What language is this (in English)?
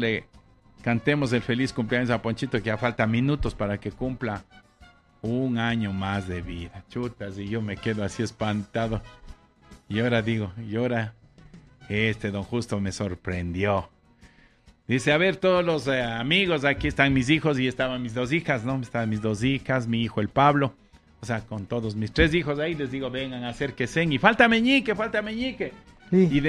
Spanish